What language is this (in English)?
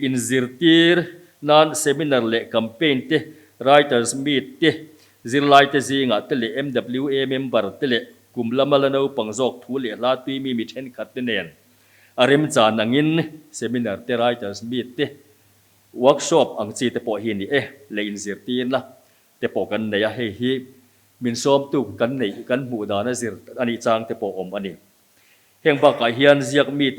Mizo